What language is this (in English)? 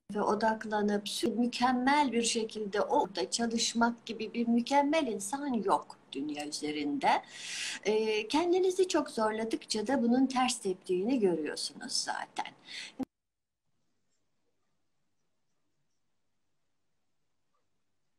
Turkish